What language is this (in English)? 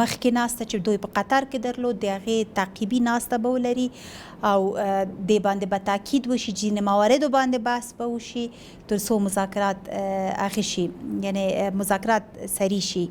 Pashto